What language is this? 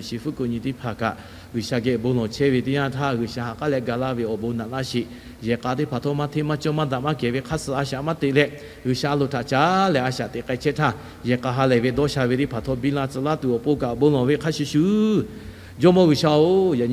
Lahu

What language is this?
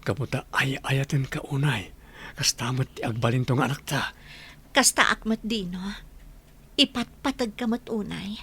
Iloko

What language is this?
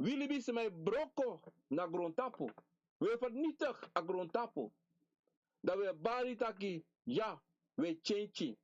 Sranan Tongo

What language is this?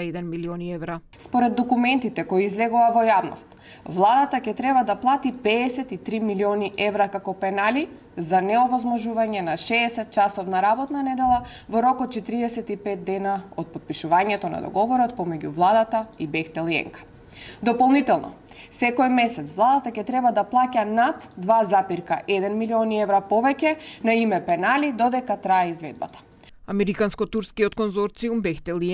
Macedonian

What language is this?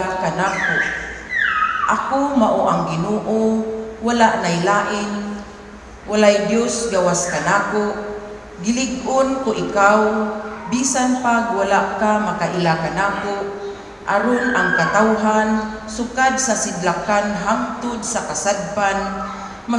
Cebuano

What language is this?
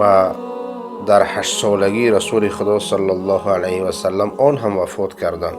Persian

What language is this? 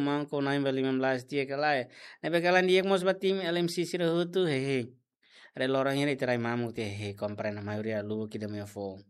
Tetum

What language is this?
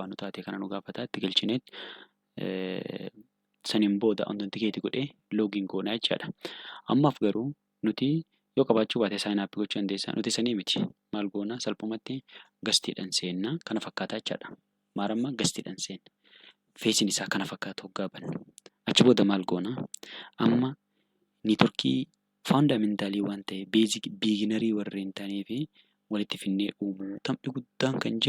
Oromo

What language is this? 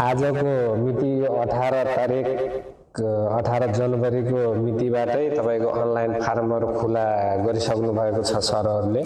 Nepali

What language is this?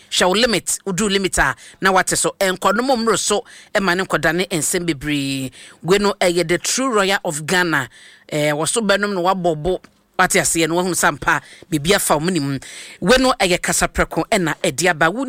Akan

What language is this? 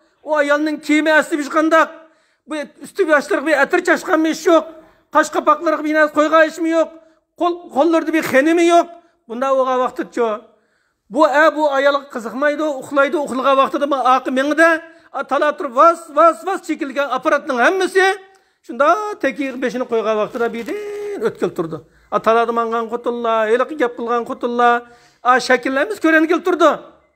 Uyghur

